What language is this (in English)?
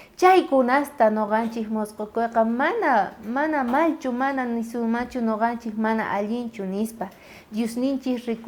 South Bolivian Quechua